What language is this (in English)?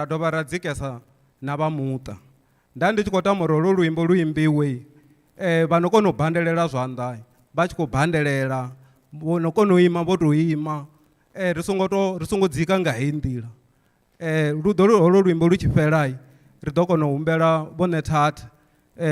Venda